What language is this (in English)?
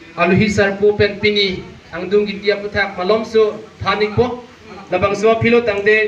Karbi